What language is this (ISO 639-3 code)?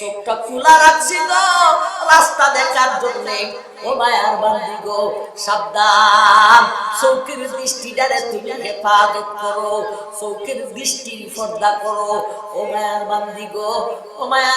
syl